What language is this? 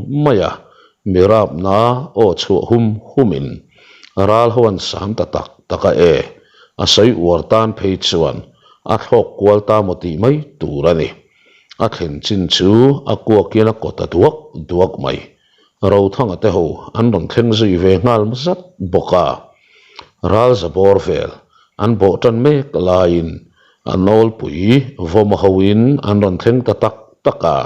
Mizo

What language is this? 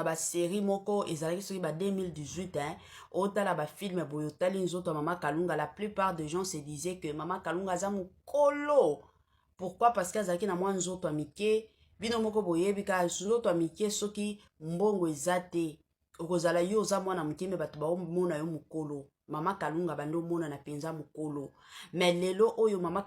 Lingala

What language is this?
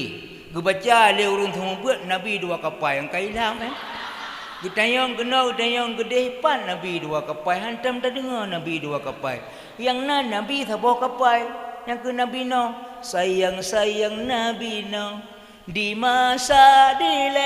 Achinese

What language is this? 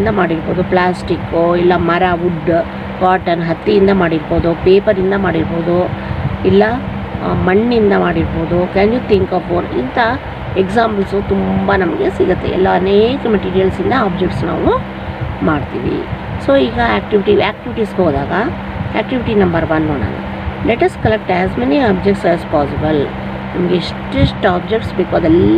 Kannada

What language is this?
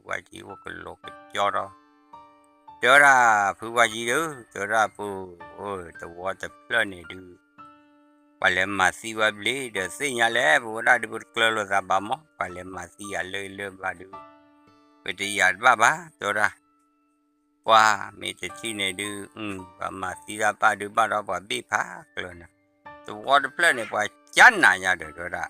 S'gaw Karen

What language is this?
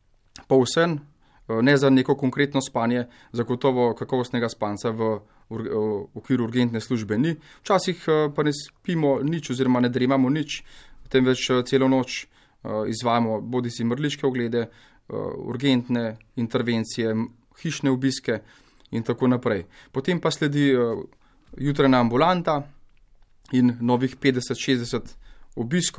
Slovenian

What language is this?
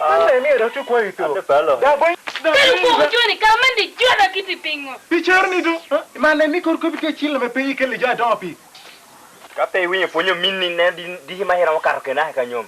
Lango (Uganda)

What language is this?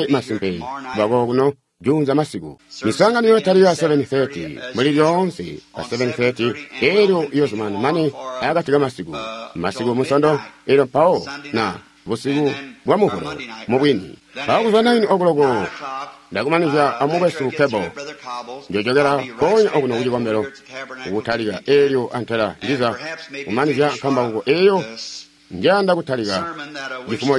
Tonga (Zambia)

